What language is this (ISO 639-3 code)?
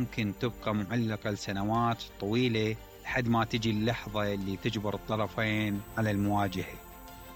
acm